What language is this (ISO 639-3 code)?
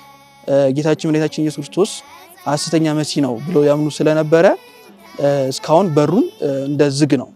amh